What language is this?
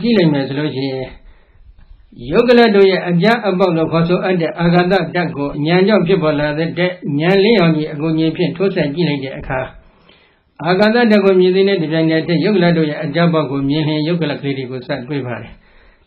Burmese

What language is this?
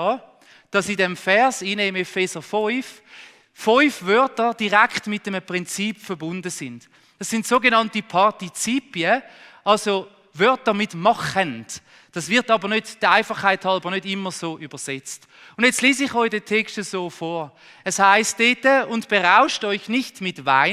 Swiss German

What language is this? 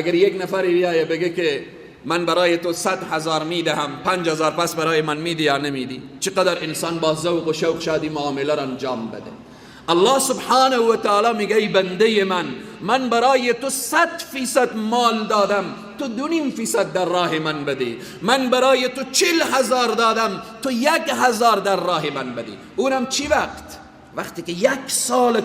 Persian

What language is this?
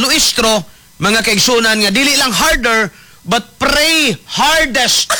Cebuano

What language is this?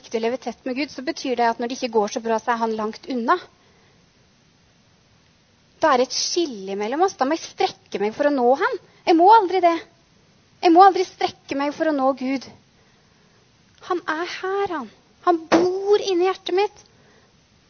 Norwegian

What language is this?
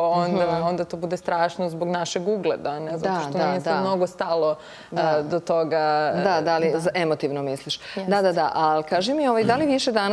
Serbian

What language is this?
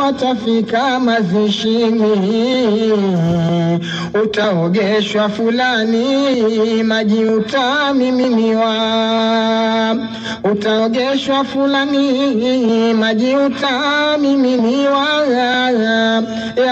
Swahili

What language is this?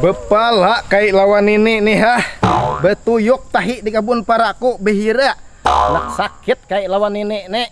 Banjar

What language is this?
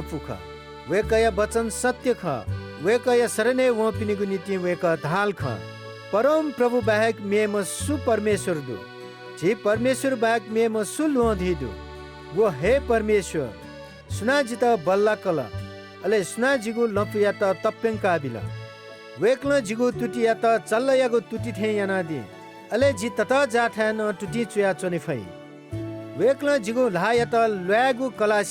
Newari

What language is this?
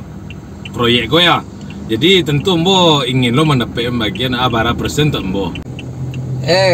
Minangkabau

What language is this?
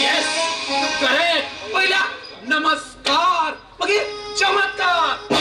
Konkani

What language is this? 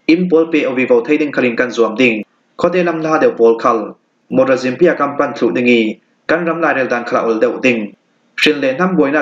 Falam Chin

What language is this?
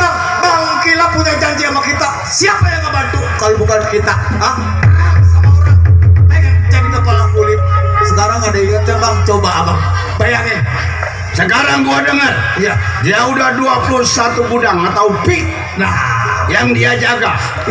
Betawi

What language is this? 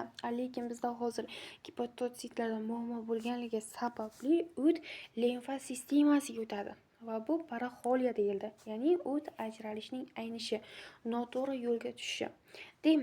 Uzbek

